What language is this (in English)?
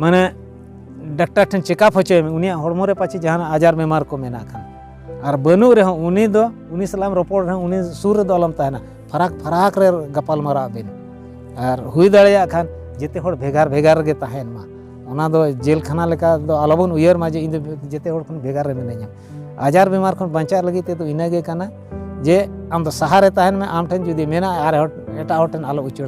Santali